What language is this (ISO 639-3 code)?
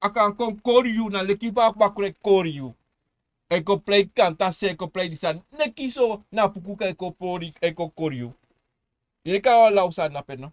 srn